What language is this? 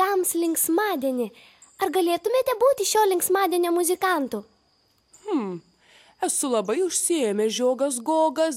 Lithuanian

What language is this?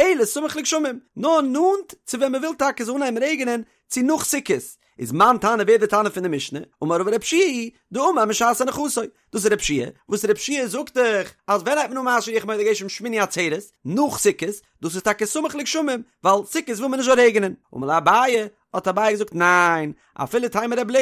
Yiddish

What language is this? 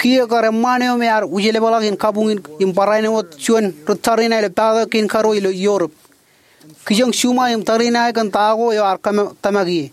Marshallese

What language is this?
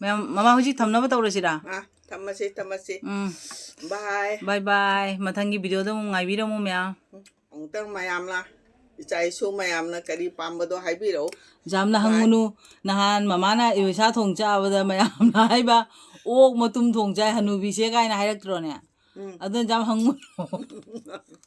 Manipuri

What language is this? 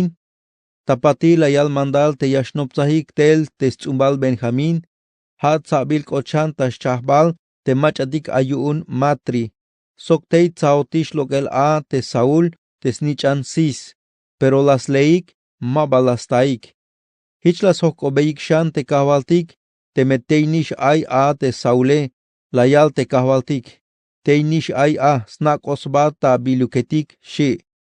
Tzeltal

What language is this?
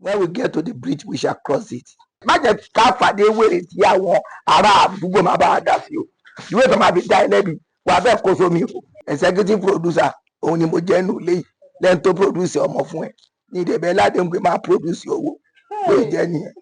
Yoruba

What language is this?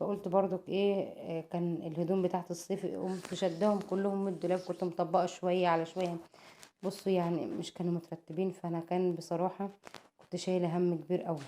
Egyptian Arabic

